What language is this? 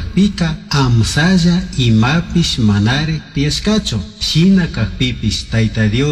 Chimborazo Highland Quichua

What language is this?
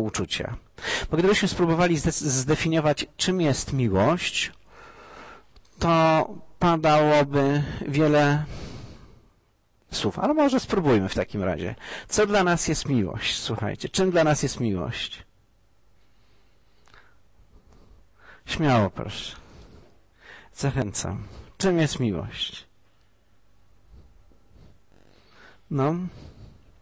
Polish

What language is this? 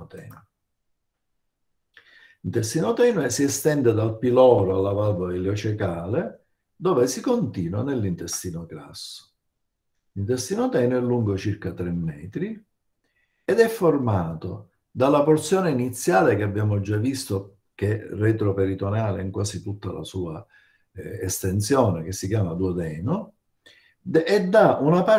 Italian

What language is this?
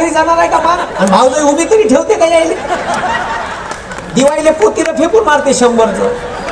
Marathi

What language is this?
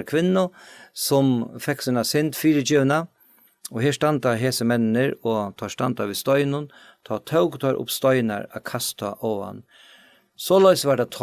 Faroese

